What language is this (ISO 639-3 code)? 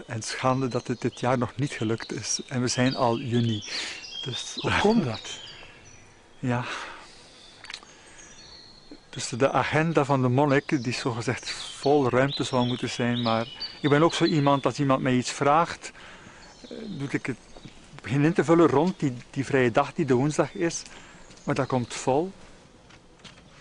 nld